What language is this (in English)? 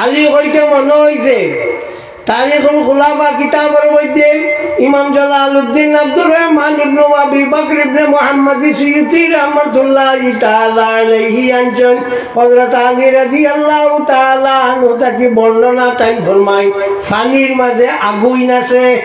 Sylheti